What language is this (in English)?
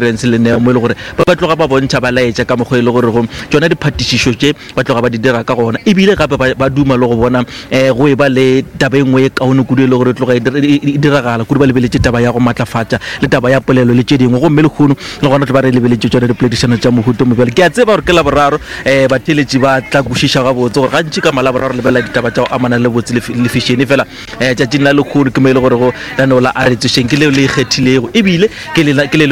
Northern Sotho